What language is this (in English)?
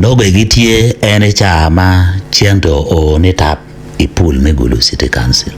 Acoli